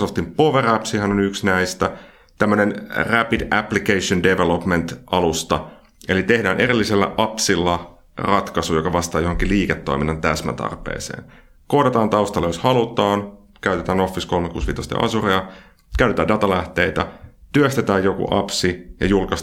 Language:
Finnish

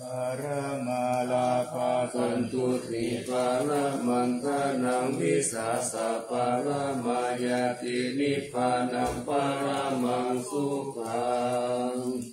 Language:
Pali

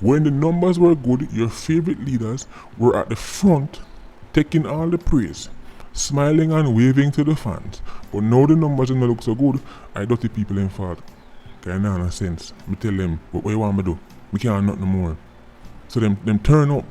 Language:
Jamaican Creole English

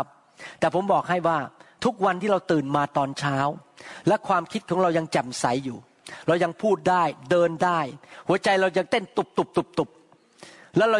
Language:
Thai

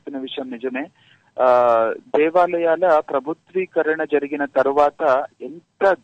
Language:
Telugu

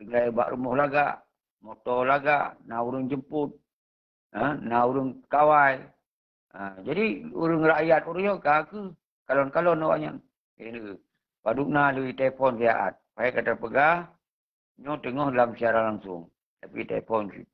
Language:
Achinese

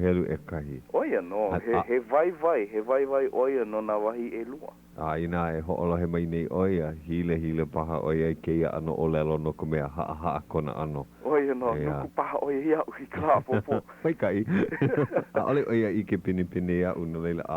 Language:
Hawaiian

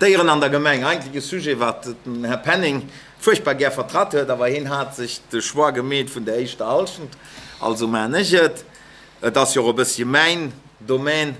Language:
Luxembourgish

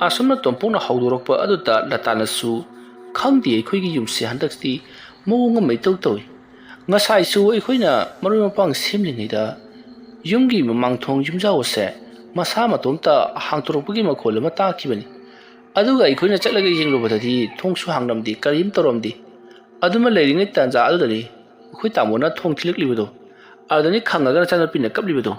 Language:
Manipuri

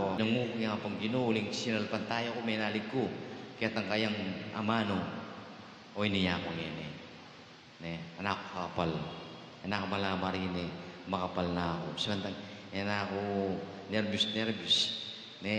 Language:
Pampanga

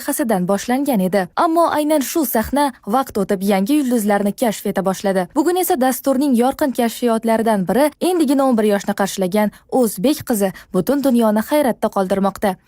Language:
Uzbek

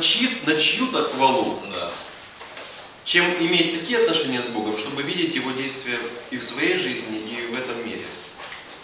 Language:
Russian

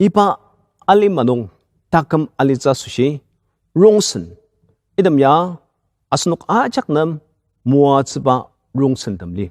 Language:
Ao Naga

